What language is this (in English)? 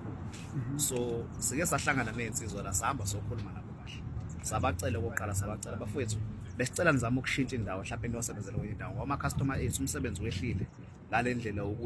Zulu